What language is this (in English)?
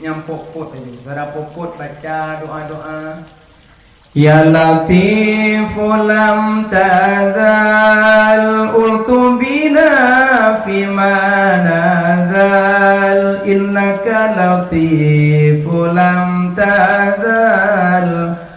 Achinese